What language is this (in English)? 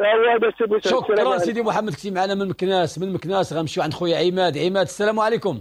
Moroccan Arabic